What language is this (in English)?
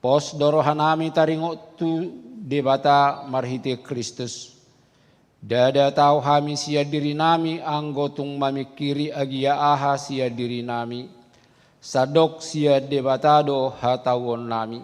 Batak Toba